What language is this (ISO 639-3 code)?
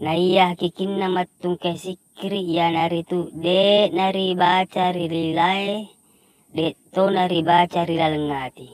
bug